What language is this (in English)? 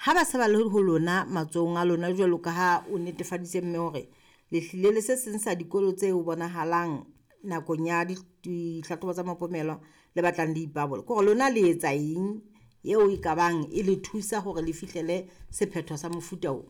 Southern Sotho